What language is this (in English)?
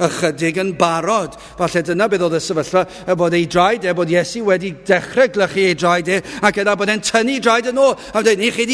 Welsh